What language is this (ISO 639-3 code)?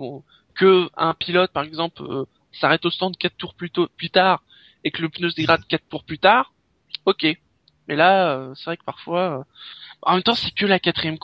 fra